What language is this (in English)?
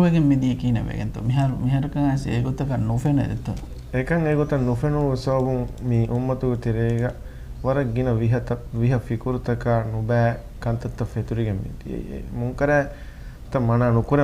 Divehi